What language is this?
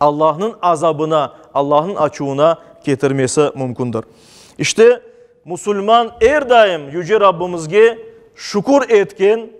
Crimean Tatar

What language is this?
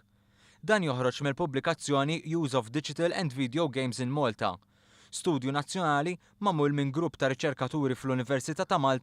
Maltese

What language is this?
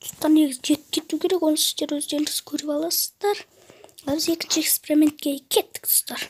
Kazakh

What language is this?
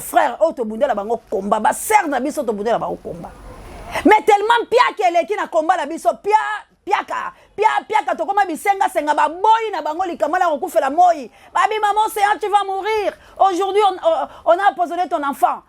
Lingala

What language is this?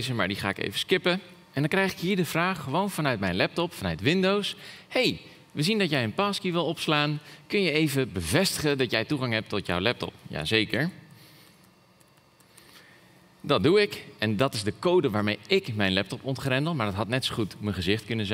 Dutch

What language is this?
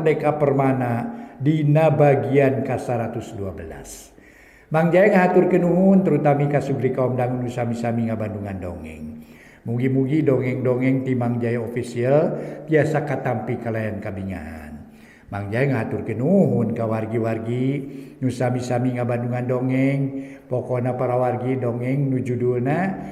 Sundanese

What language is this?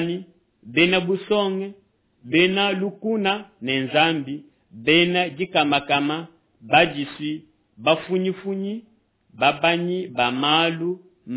Luba-Lulua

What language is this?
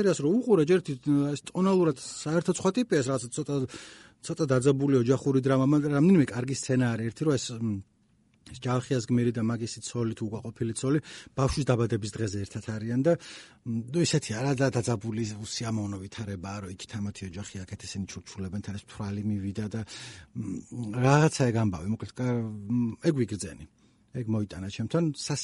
Georgian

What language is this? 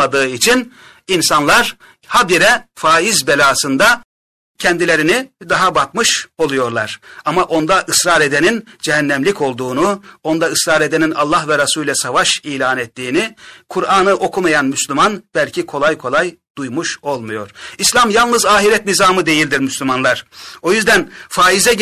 Turkish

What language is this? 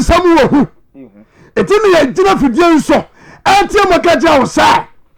Akan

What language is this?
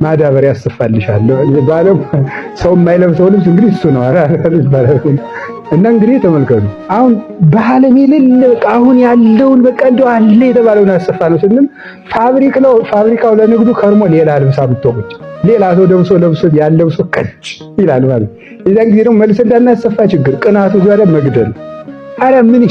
Amharic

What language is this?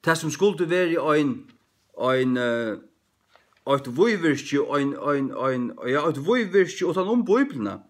Faroese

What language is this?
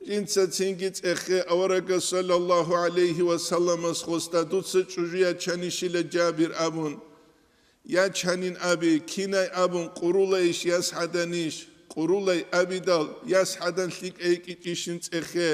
Avaric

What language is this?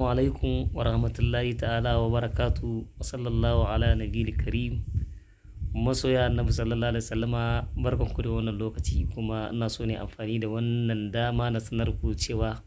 Hausa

